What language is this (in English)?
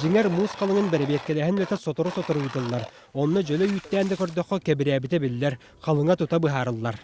Yakut